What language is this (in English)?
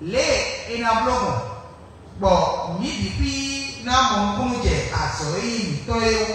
Fon